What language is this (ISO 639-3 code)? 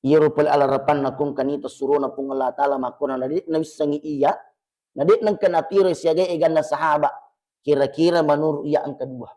bug